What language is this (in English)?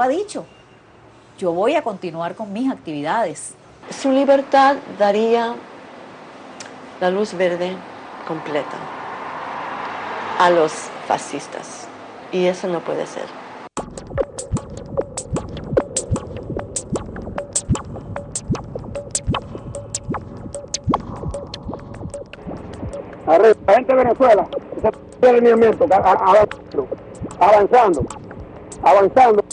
Spanish